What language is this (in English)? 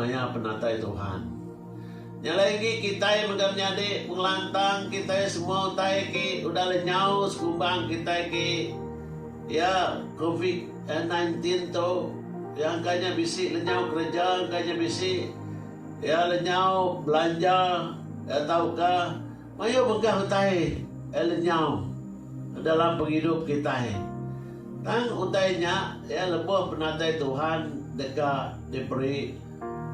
Iban